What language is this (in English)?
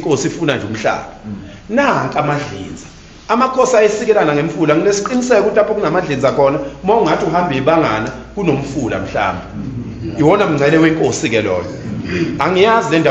Zulu